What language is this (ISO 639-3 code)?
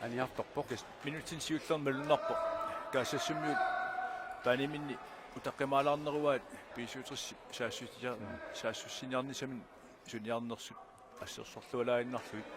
kal